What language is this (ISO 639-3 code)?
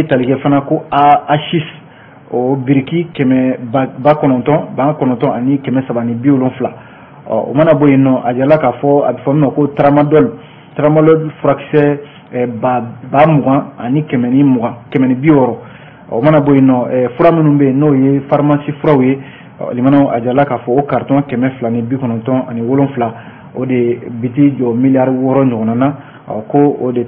bam